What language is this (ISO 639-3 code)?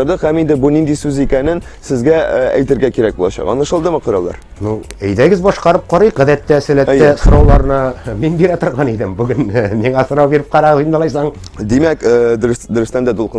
tat